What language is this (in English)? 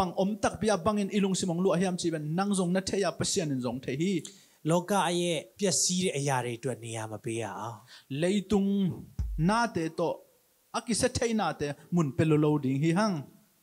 Tedim Chin